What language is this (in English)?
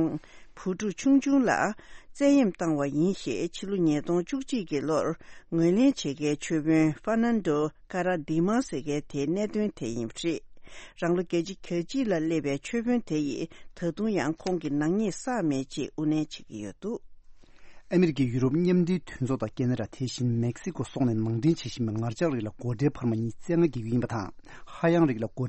Tibetan